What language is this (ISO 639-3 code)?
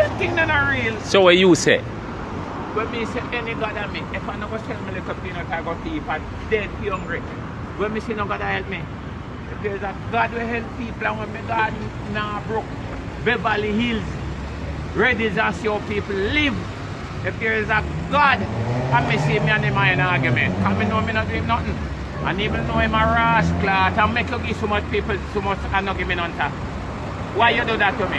jam